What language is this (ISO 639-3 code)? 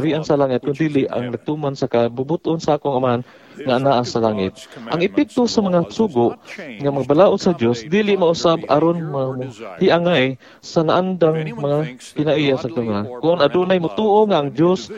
ceb